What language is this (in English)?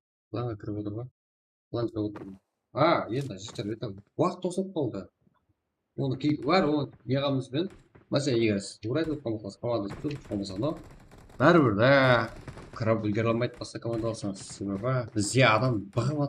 Kara-Kalpak